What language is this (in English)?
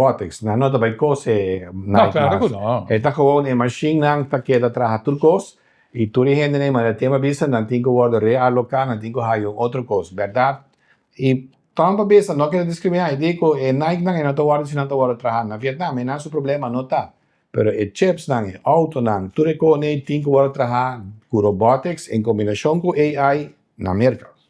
Papiamento